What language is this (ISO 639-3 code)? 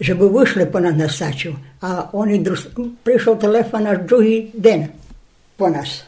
rue